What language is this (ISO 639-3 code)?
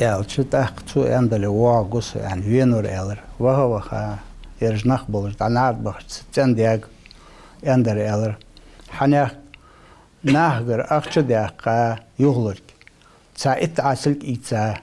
inh